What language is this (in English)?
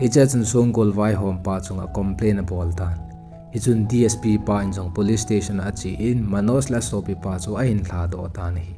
Thado Chin